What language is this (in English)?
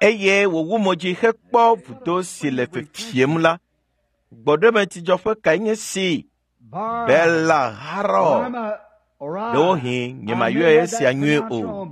Ewe